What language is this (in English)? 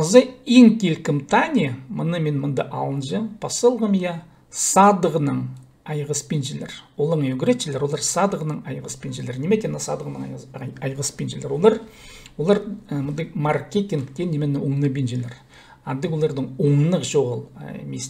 Khakas